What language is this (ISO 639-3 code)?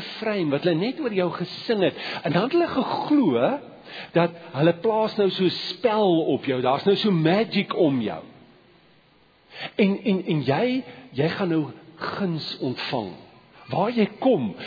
afr